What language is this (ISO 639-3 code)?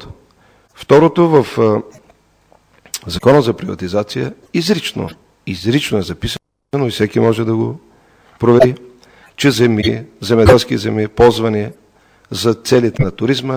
bul